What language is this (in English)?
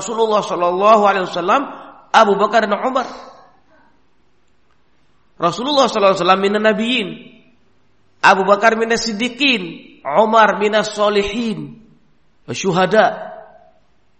Indonesian